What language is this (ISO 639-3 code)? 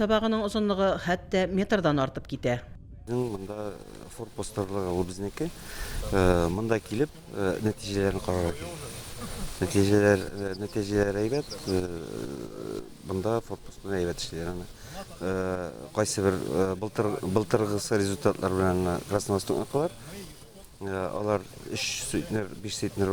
tat